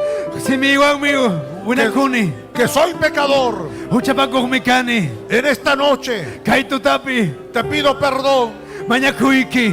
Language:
Ayacucho Quechua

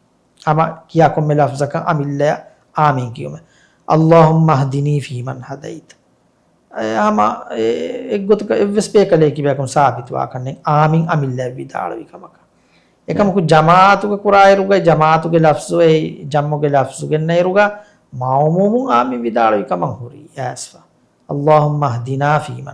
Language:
Divehi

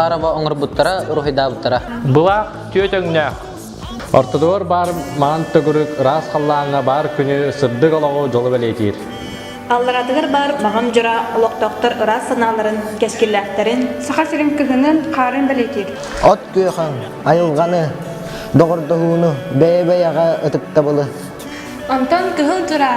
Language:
Yakut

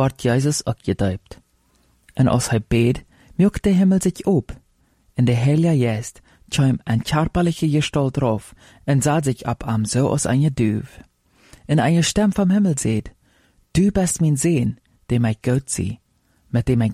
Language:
Plautdietsch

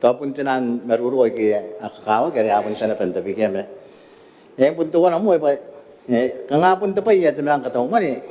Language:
Gilbertese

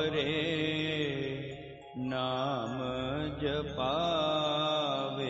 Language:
Punjabi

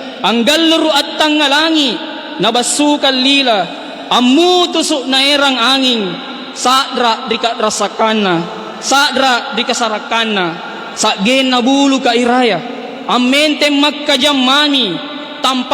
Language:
Makasar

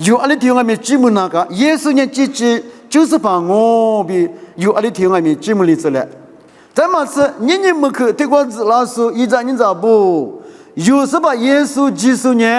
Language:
Lisu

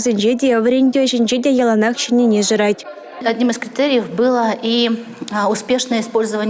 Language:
Chuvash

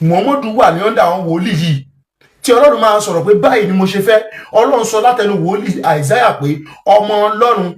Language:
Yoruba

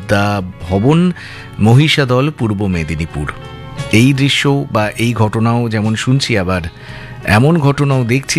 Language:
Bangla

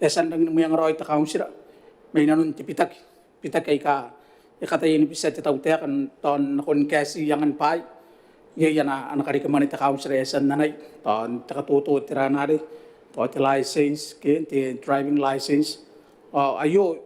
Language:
Gilbertese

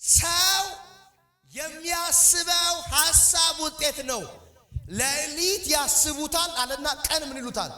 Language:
Amharic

